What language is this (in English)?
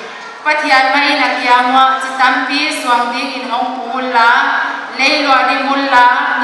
Paite Chin